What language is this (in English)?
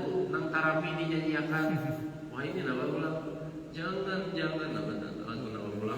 Banjar